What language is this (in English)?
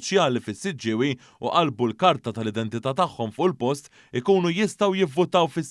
Maltese